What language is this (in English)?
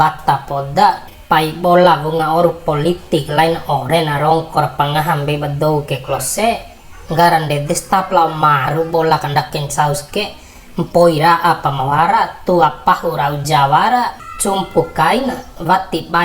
Bima